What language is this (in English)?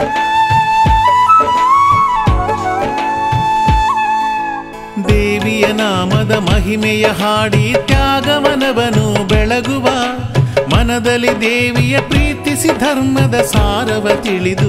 Kannada